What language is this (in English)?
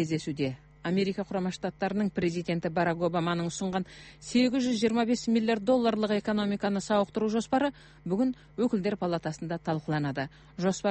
Kazakh